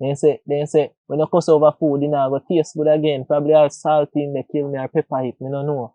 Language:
Jamaican Creole English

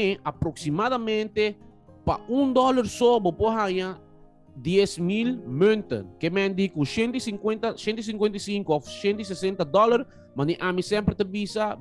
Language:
Papiamento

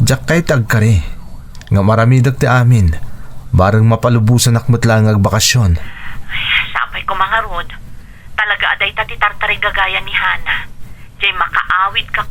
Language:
Iloko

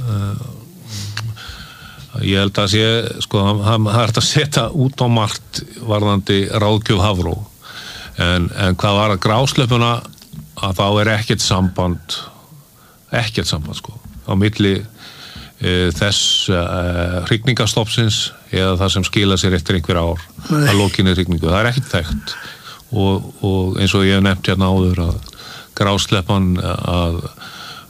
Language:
Icelandic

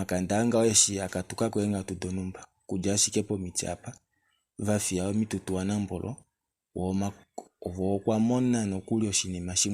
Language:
Kuanyama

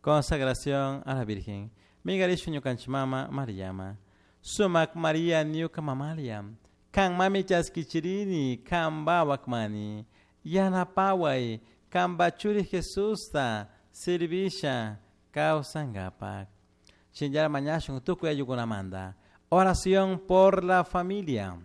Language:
Chimborazo Highland Quichua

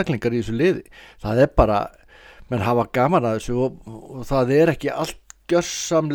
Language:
Icelandic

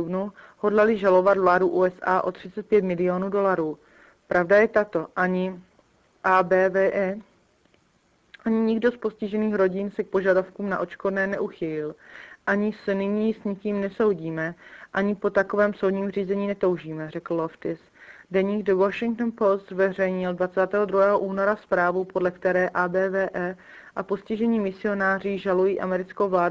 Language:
Czech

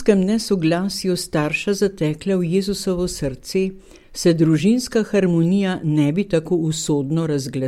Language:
Slovenian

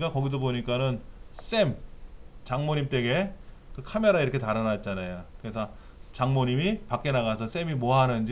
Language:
Korean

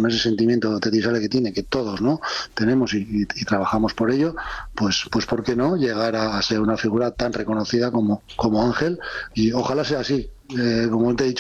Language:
Spanish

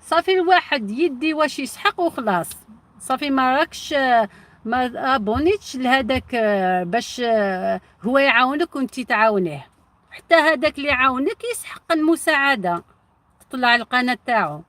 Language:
Algerian Arabic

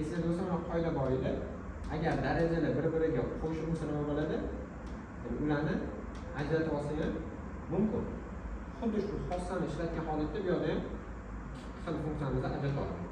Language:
Uzbek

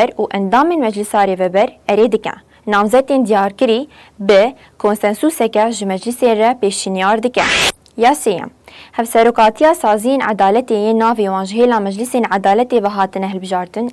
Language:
Kurdish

